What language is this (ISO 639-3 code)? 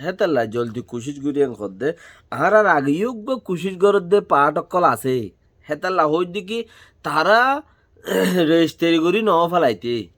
rhg